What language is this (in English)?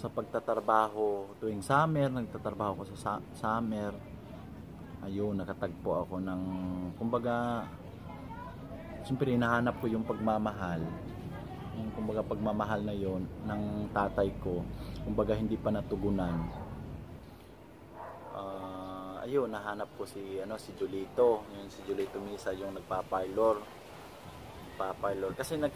Filipino